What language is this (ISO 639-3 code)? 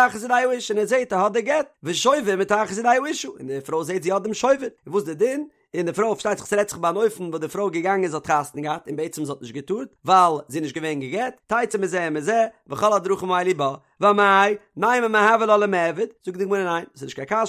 yid